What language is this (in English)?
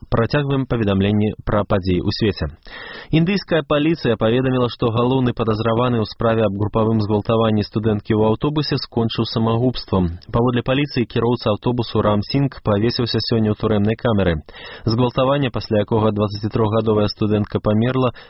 Belarusian